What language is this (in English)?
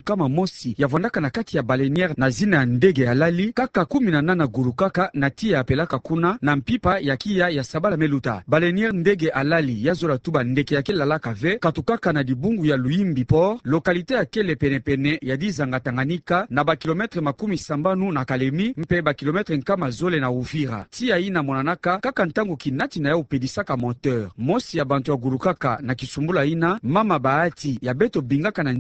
Kituba (Democratic Republic of Congo)